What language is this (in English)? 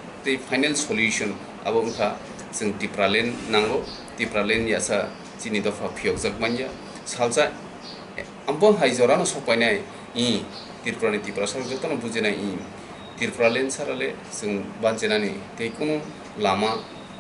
Kok Borok